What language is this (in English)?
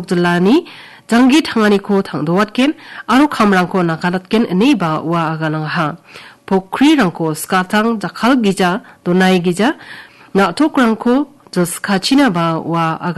Garo